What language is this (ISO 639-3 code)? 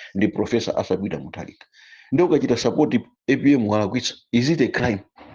nya